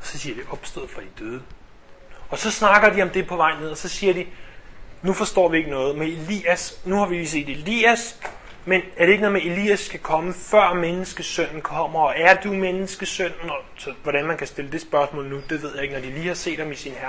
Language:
Danish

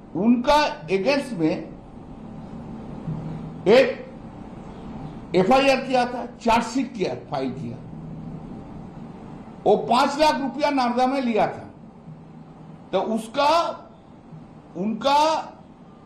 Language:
Hindi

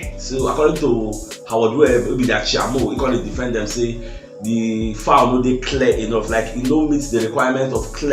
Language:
Nigerian Pidgin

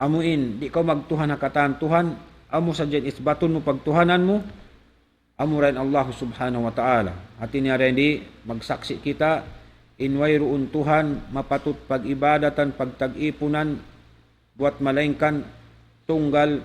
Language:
Tausug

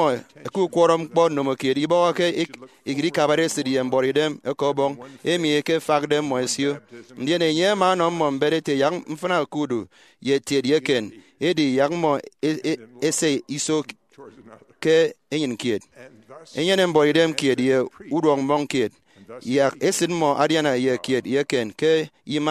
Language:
Efik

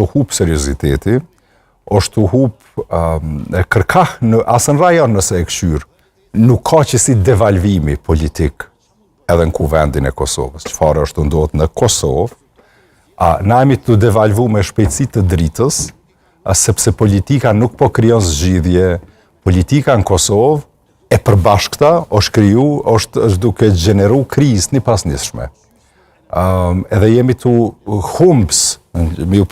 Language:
Albanian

